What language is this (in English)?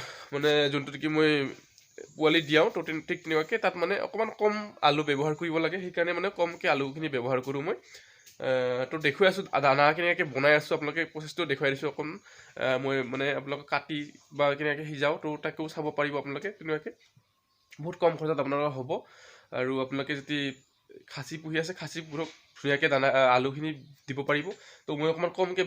Assamese